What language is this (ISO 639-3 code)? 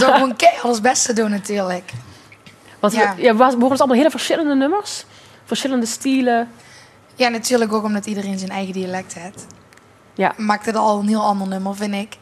lim